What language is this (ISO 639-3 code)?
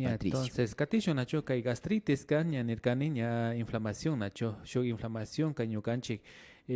qvi